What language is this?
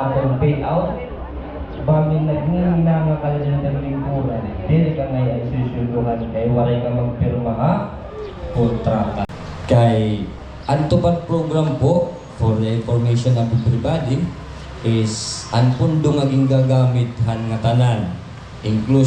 Waray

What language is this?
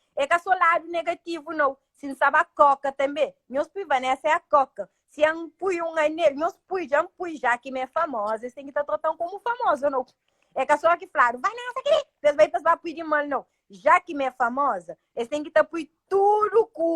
Kabuverdianu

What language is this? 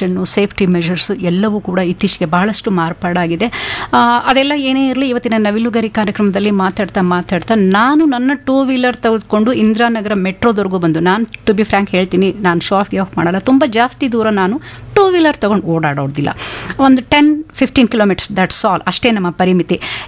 Kannada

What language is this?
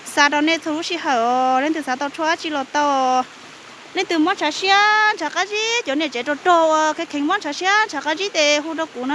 Hmong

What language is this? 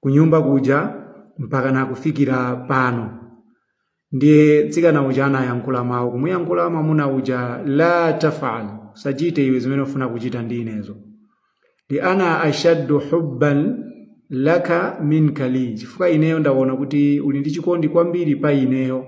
Nyanja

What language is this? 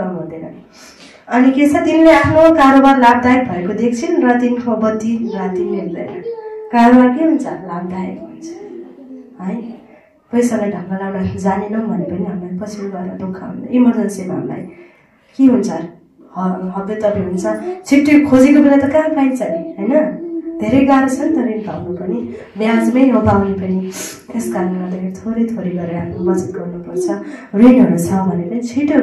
Nepali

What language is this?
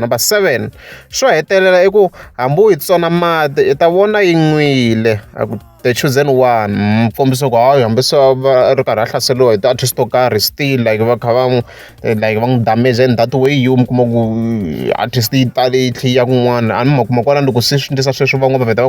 Tsonga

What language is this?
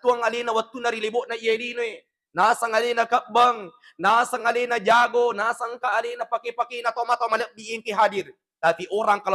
Buginese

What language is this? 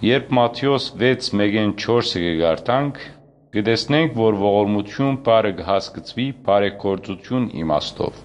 Western Armenian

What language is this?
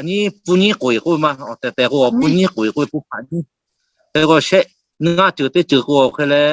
Lahu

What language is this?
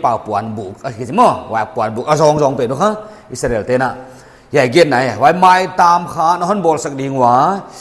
Paite Chin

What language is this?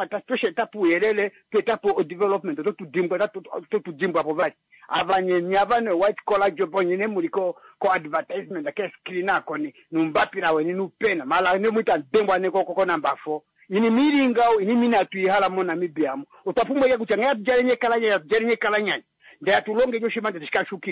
Kuanyama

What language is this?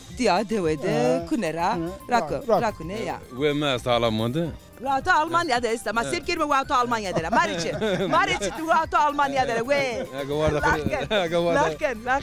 Zaza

